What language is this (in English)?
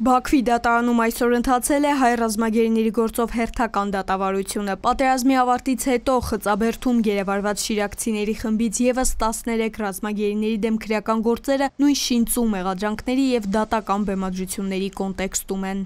Armenian